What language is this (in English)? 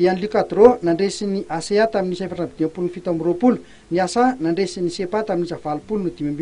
Malagasy